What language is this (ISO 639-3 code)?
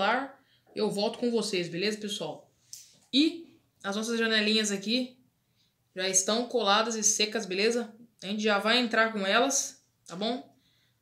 por